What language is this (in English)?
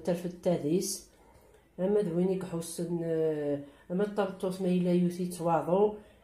Kabyle